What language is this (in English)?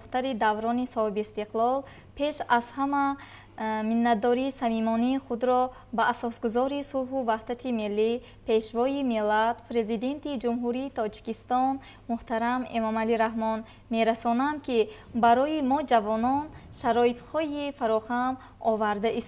Tajik